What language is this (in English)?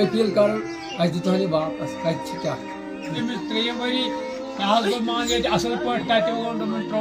Kashmiri